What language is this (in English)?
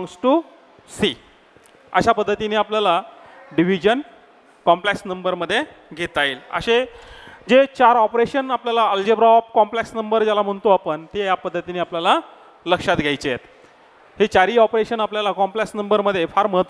Marathi